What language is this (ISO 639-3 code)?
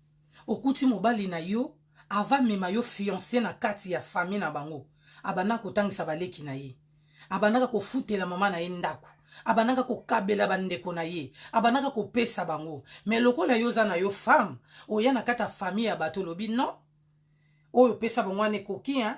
lin